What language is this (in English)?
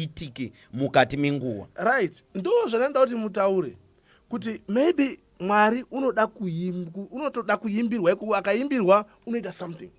Shona